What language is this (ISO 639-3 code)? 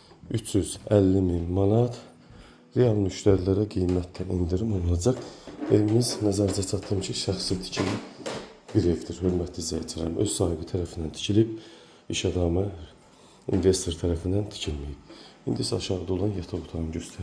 aze